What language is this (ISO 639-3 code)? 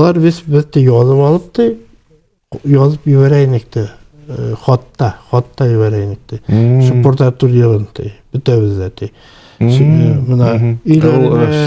bak